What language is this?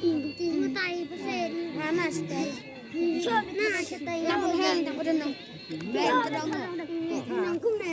Khasi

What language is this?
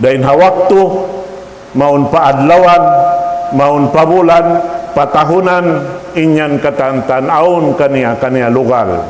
Tausug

